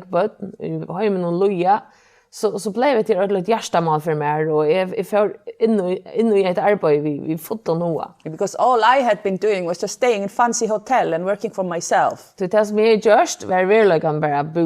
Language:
Faroese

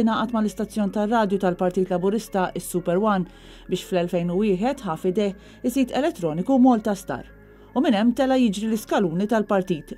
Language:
Maltese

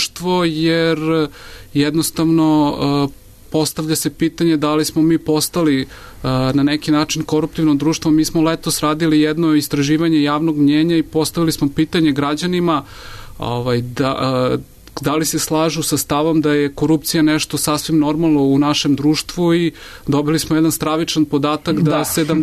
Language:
Serbian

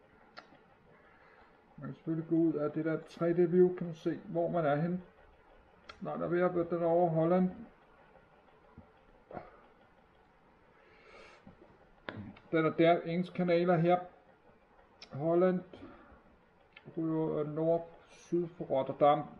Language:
Danish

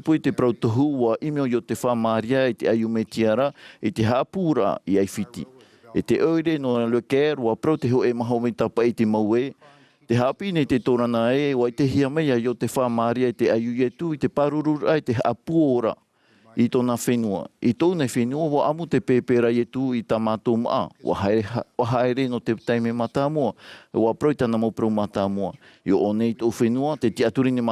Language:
Tahitian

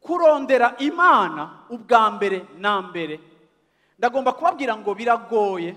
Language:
Rundi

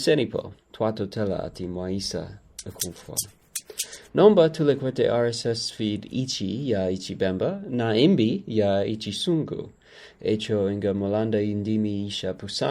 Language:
Bemba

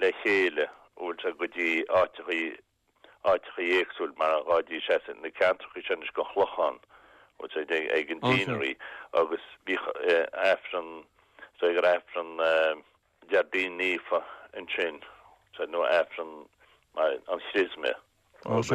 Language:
Irish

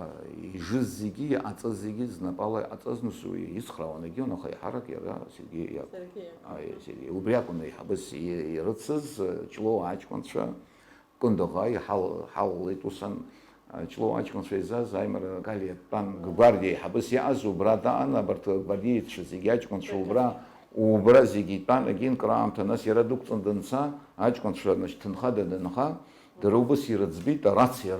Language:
Abkhazian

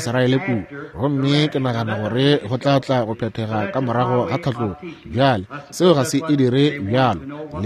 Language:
Northern Sotho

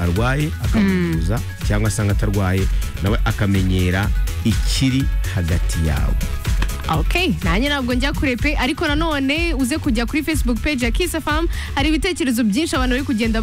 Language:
Kinyarwanda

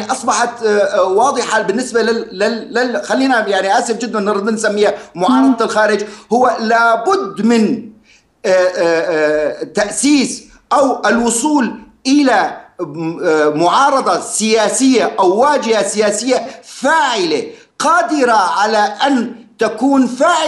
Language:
Arabic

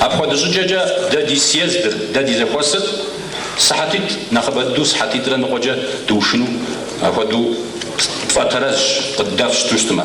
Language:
Kabardian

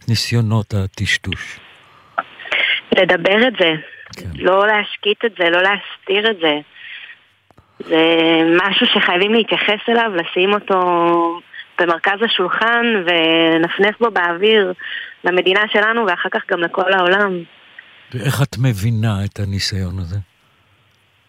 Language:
Hebrew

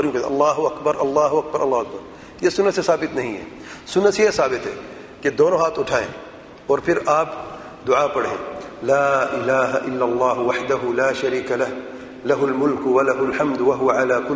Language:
Urdu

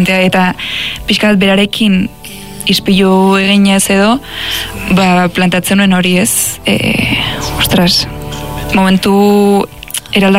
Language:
Basque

